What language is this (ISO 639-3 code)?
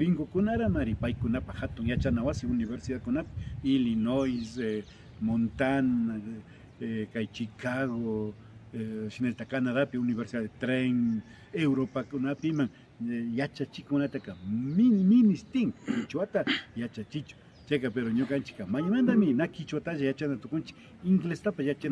qvi